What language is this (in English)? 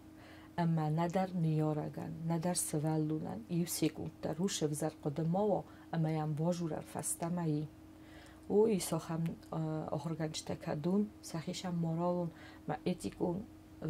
Ossetic